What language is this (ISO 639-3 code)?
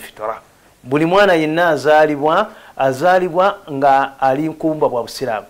lug